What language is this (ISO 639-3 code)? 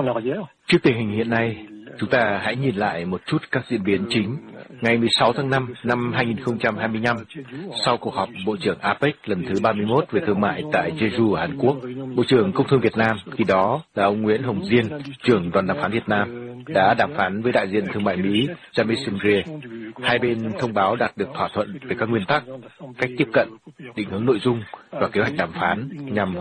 vie